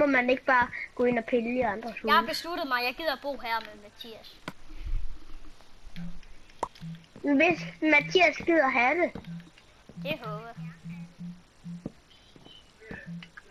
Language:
Danish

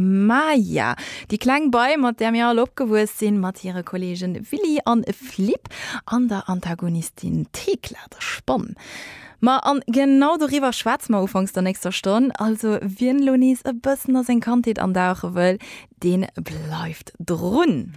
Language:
Luxembourgish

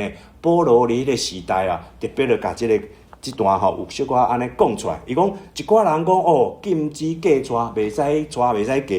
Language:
Min Nan Chinese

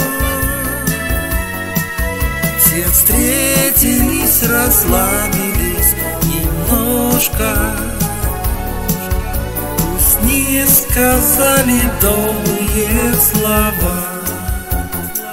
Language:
Russian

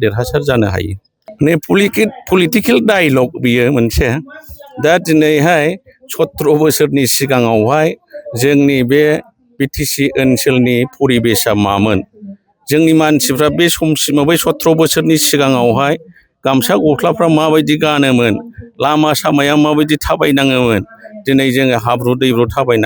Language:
Bodo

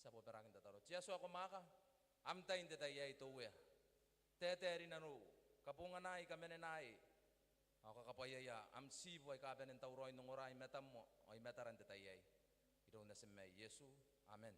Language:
Gilbertese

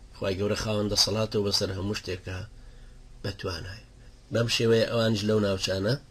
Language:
Central Kurdish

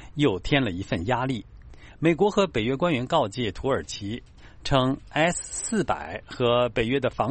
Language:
Chinese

